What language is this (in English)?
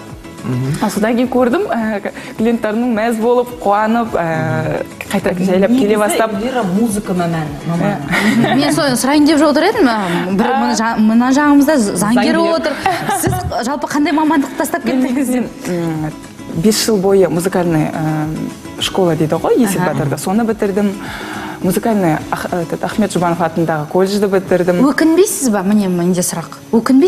Kazakh